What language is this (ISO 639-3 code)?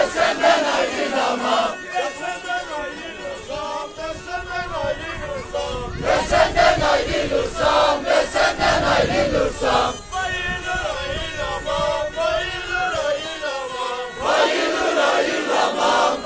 tur